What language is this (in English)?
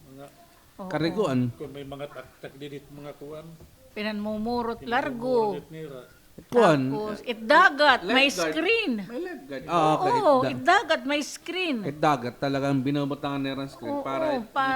Waray